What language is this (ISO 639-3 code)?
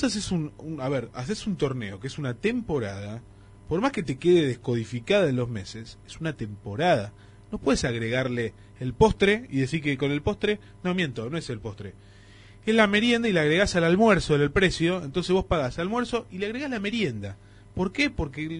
spa